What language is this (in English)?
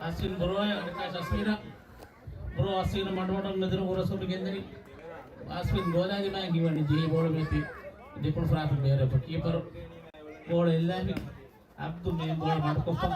Divehi